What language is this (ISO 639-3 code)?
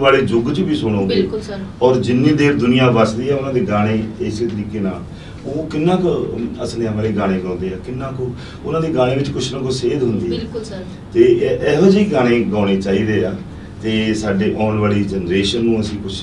pan